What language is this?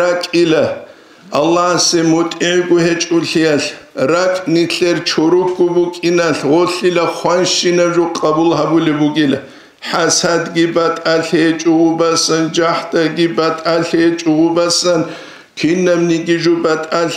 Avaric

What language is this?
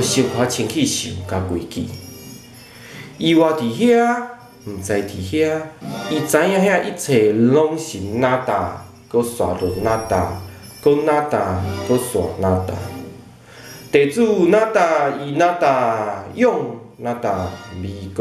Min Nan Chinese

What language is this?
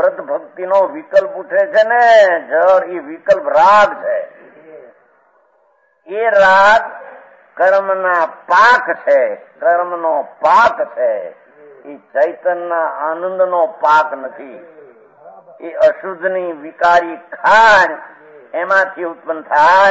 Gujarati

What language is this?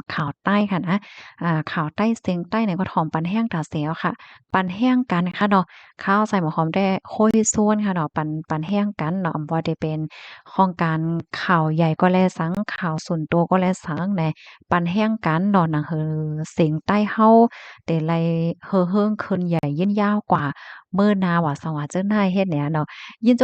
Shan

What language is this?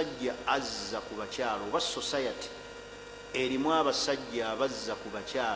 Ganda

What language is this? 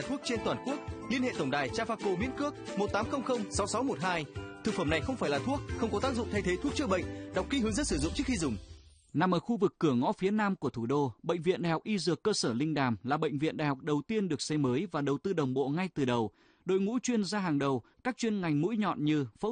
Vietnamese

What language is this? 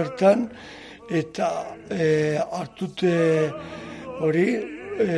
Basque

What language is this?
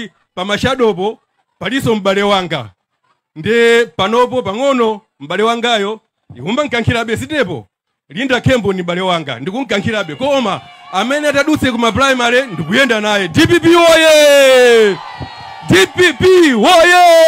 Nyanja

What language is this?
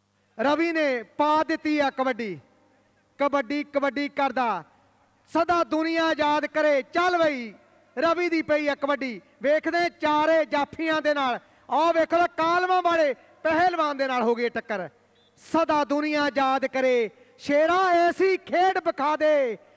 Punjabi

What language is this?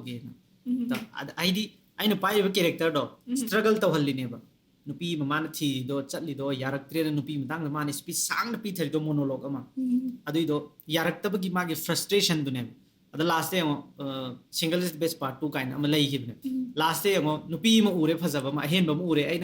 Manipuri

